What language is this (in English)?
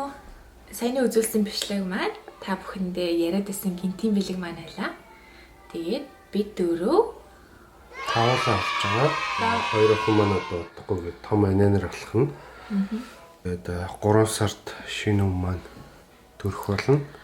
Mongolian